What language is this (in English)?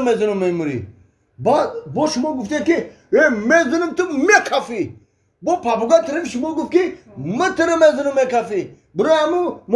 Tajik